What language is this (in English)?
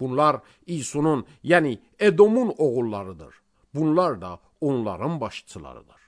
Azerbaijani